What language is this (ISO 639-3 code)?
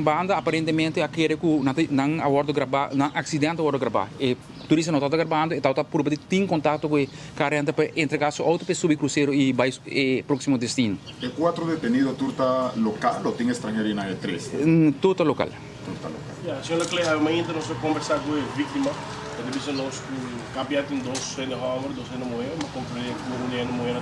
pap